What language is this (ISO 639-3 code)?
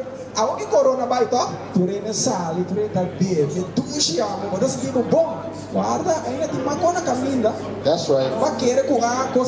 pap